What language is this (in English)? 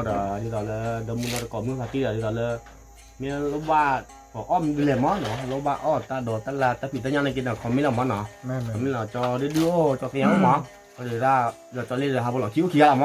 S'gaw Karen